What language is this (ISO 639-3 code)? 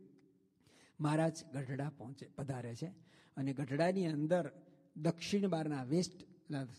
guj